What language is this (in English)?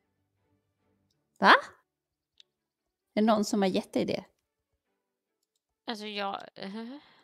Swedish